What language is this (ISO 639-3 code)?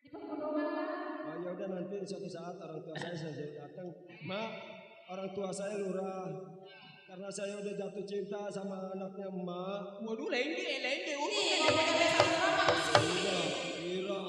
bew